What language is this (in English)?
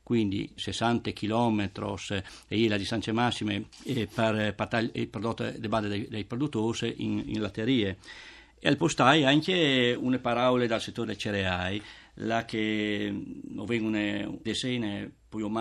Friulian